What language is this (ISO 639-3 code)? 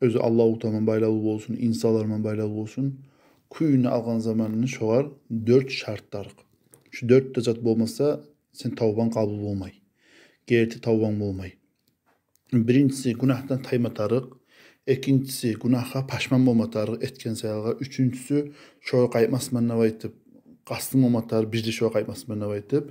kum